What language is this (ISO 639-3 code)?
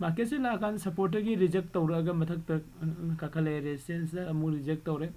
mni